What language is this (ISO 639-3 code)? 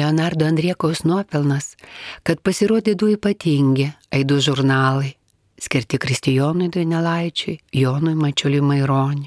lit